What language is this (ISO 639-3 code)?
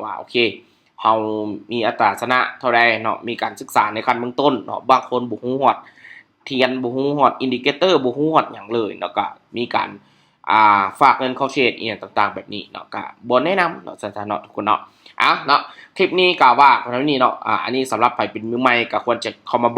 lao